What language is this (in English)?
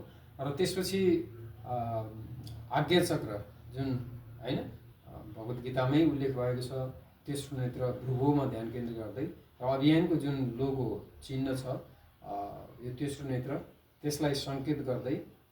Nepali